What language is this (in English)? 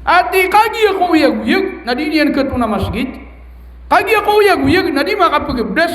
Maranao